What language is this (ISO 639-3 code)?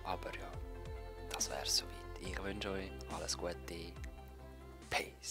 gsw